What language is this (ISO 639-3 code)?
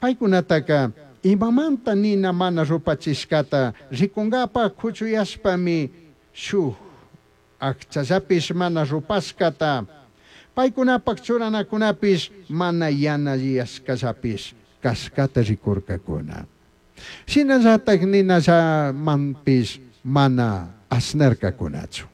qug